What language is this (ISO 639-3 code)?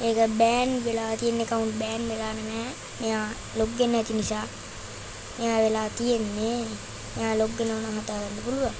sin